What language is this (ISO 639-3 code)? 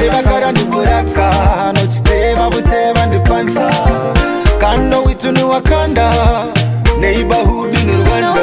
nyo